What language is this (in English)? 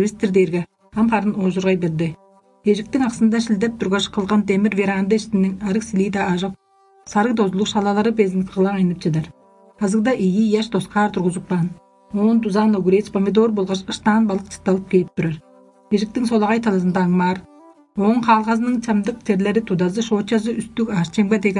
Tuvinian